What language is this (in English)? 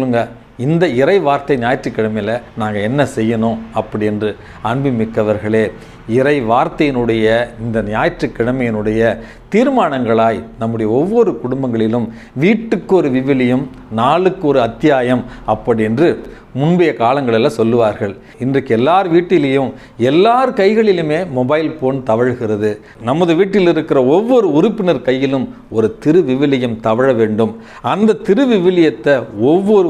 Tamil